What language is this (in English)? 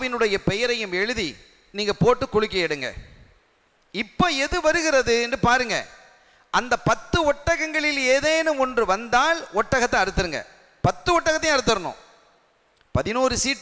Tamil